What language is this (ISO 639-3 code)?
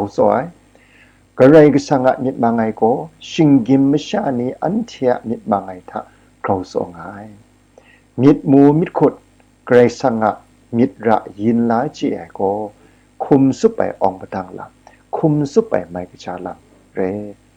kac